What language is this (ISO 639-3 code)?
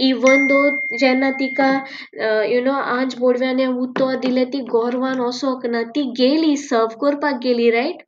kok